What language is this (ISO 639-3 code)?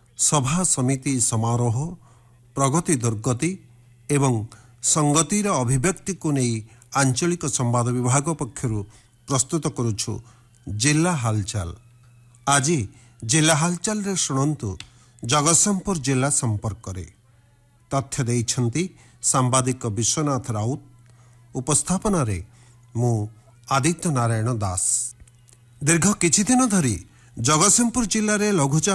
ori